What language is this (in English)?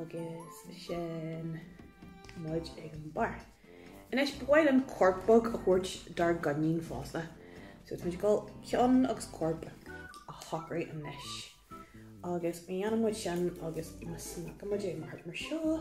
Irish